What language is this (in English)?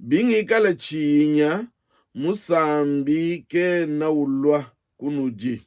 Luba-Lulua